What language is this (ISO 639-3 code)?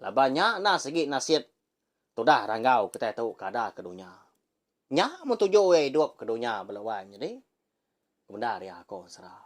iba